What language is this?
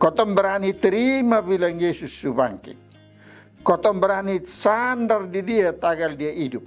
Kupang Malay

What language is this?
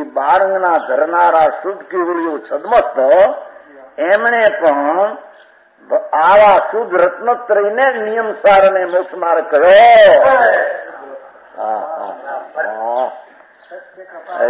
Gujarati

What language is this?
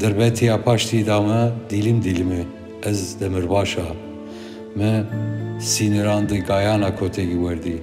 Zaza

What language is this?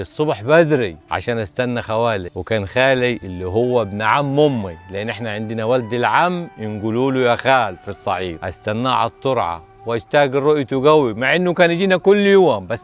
Egyptian Arabic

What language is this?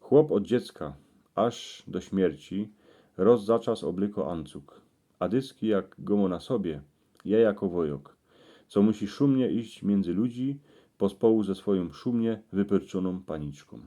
Silesian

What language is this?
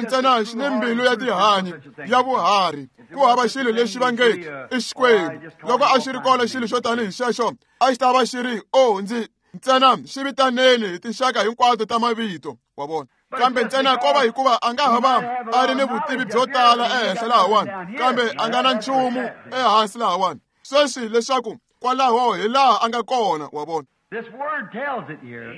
Tsonga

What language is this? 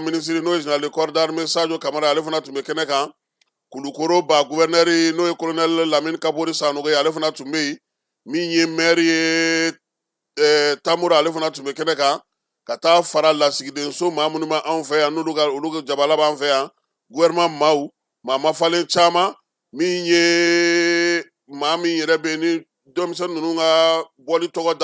Bambara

